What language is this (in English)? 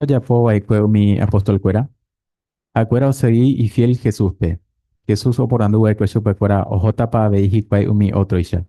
Guarani